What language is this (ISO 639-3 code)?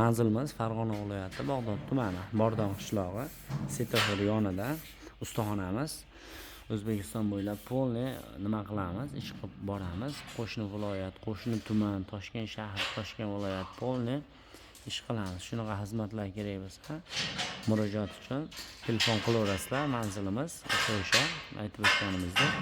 uzb